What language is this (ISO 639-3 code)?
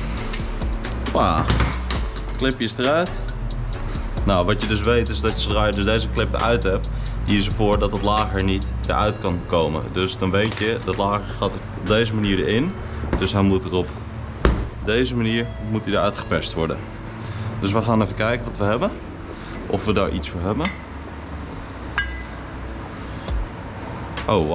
nld